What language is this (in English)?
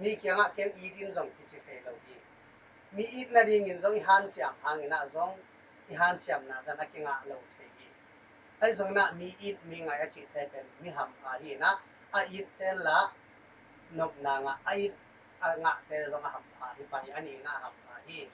Tedim Chin